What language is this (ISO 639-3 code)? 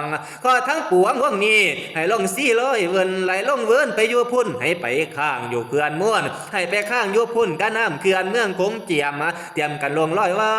tts